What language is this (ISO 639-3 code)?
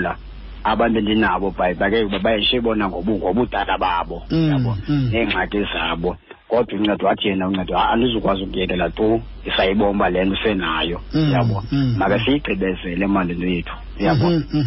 xho